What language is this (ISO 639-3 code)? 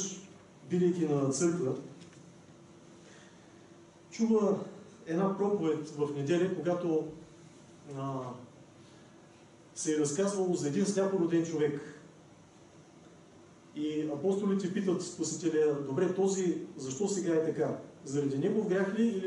bul